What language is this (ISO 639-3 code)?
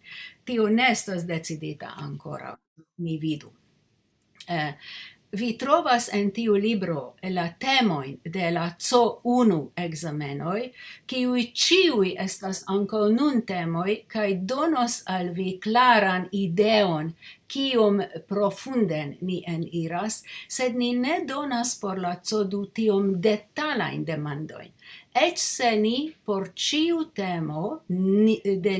epo